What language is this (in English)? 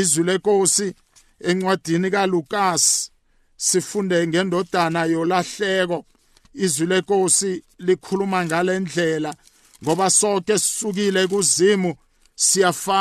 South Ndebele